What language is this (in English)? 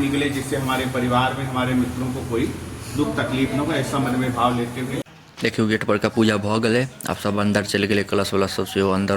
Maithili